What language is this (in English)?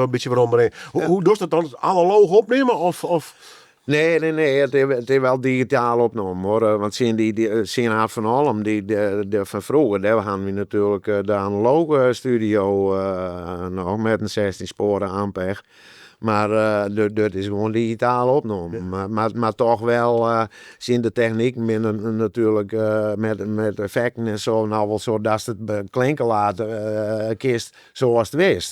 Western Frisian